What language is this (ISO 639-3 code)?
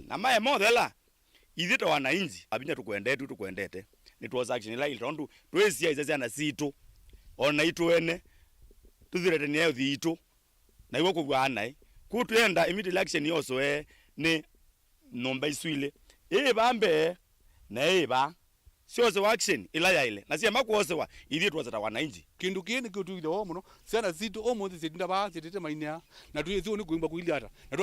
kam